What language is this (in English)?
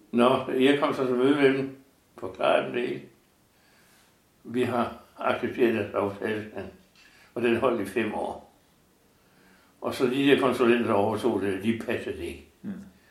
Danish